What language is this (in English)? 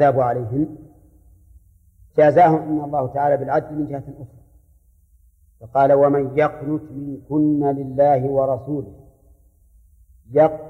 Arabic